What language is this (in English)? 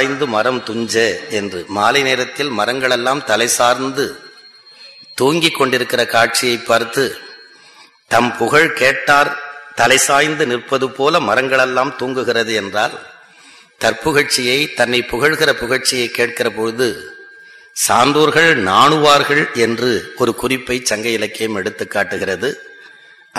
Tamil